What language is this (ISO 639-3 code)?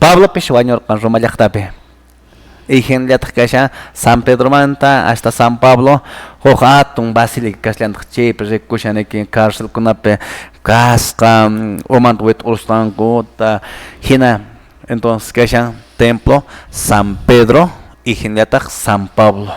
que